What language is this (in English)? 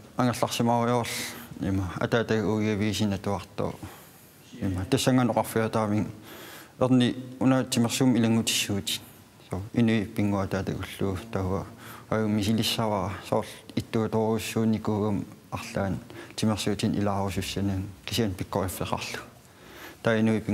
Kalaallisut